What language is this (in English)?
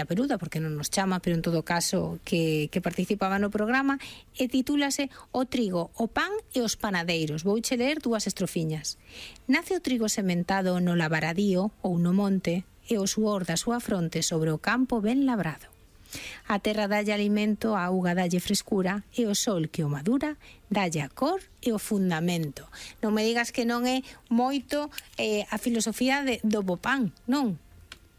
Galician